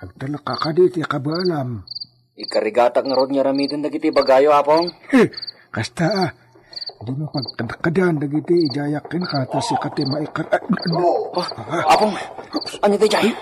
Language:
Iloko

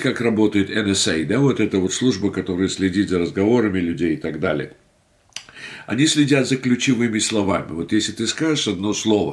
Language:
Russian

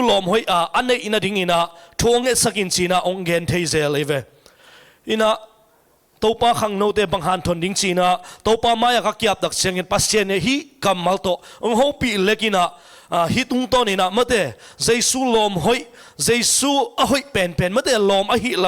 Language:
Tedim Chin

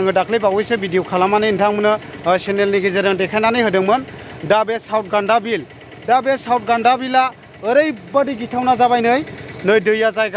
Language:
Bodo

